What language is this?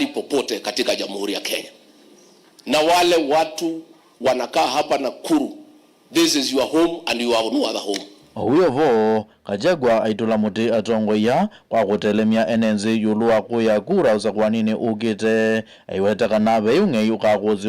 Kamba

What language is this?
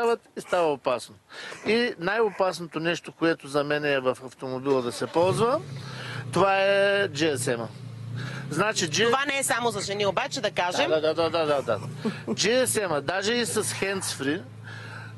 Bulgarian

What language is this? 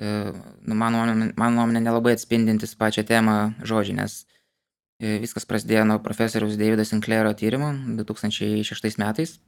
Lithuanian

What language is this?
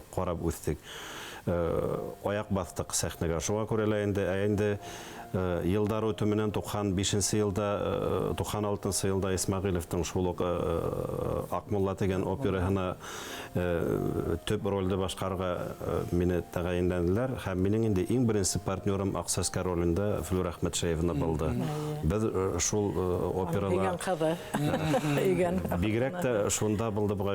Bashkir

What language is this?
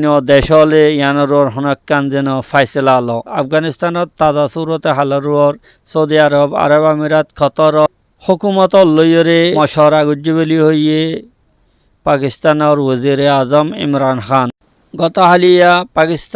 Rohingya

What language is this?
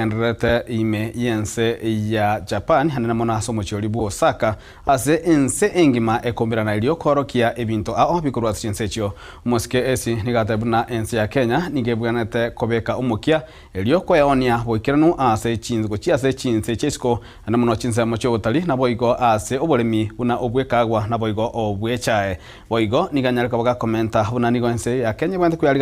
Gusii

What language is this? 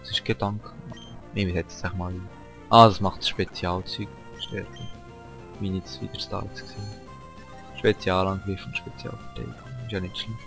Swiss German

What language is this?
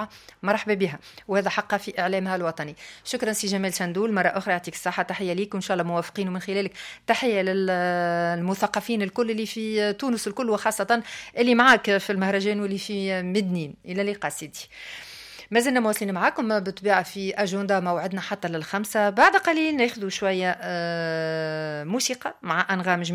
Tunisian Arabic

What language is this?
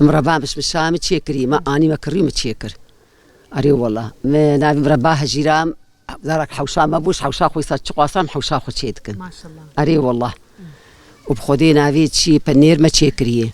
Kurdish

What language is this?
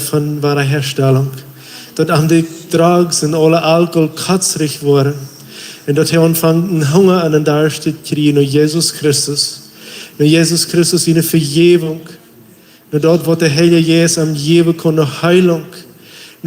Plautdietsch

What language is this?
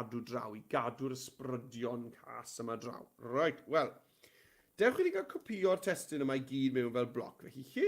Welsh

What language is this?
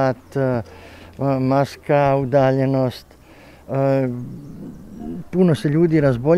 Croatian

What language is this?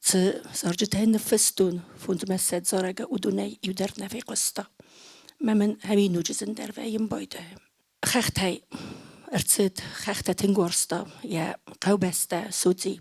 Ossetic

